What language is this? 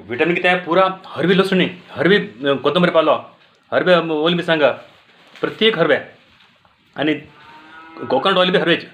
Konkani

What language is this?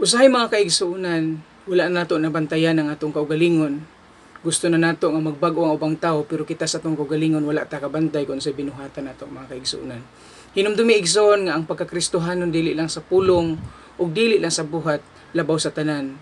Cebuano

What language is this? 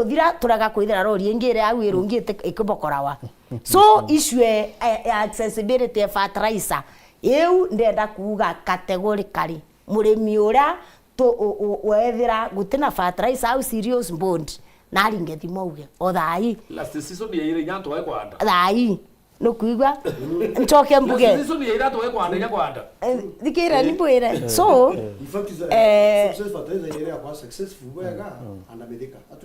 Meru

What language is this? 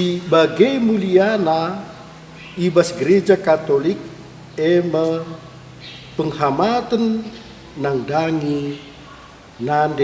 Batak Karo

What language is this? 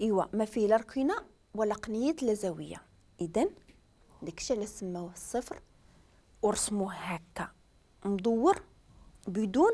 Moroccan Arabic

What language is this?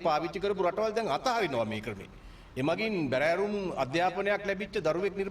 Sinhala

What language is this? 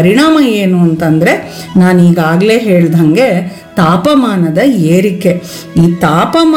Kannada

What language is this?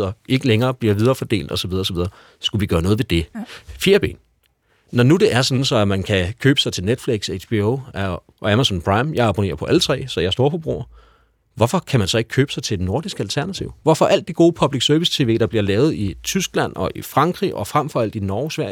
Danish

